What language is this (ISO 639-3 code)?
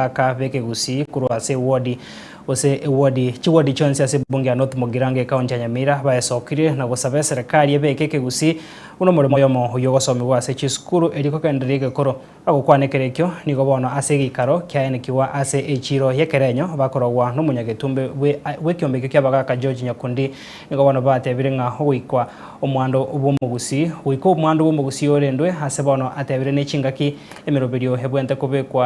guz